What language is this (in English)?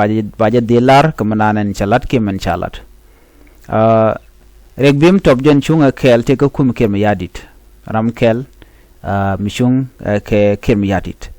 Nuer